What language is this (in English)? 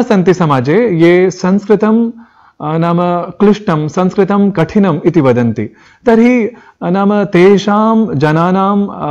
Sanskrit